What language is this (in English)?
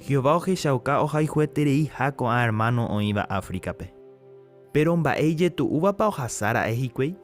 Guarani